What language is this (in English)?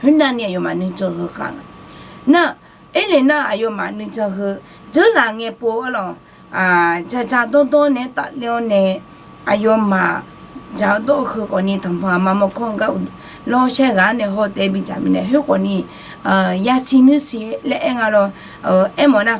Akha